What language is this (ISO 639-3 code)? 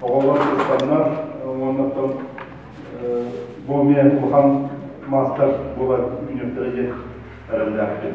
sah